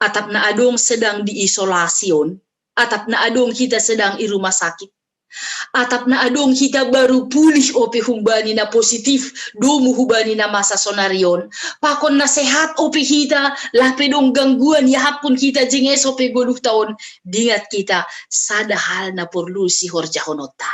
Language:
Batak Simalungun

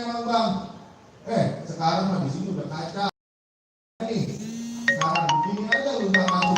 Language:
Betawi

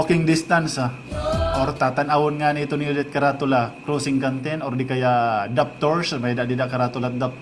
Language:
Waray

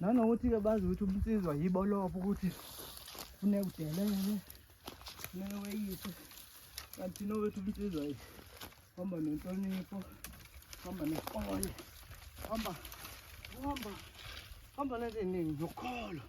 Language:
Zulu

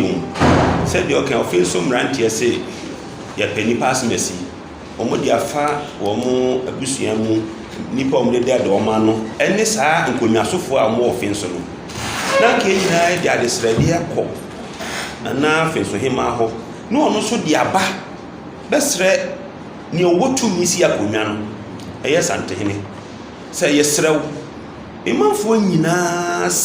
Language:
Akan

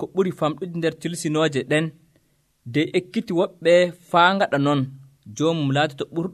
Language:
Nigerian Fulfulde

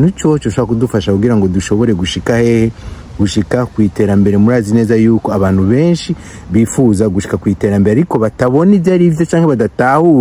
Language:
Rundi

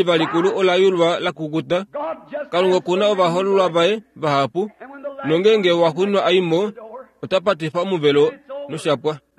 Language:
Kuanyama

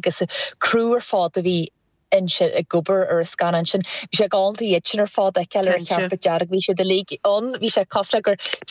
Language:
Irish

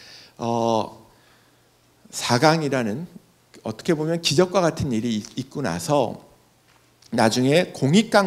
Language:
Korean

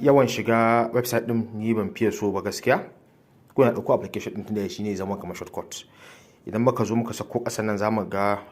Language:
Hausa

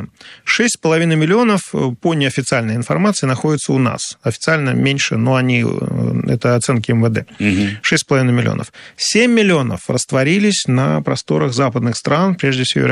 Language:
Russian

